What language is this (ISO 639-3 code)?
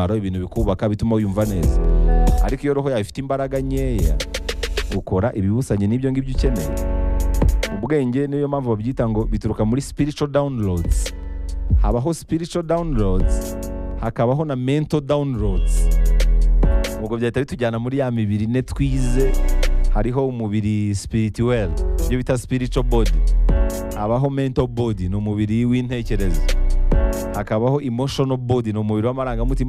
kin